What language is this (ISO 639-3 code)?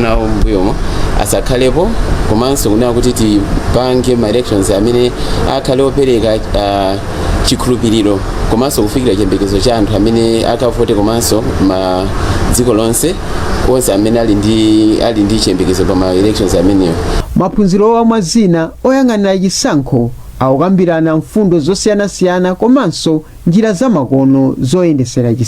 nya